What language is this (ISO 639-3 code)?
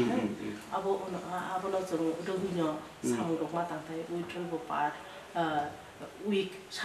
trp